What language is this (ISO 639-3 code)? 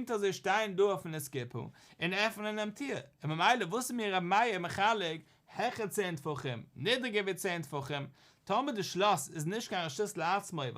yid